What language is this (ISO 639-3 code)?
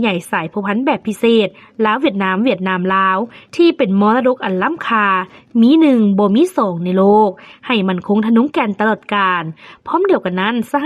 lao